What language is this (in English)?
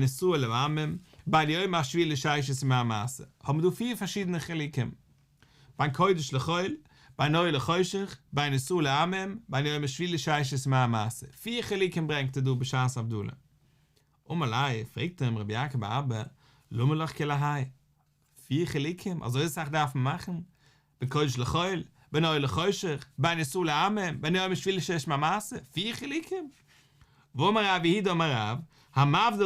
Yiddish